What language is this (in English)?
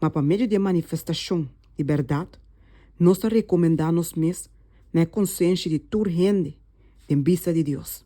Papiamento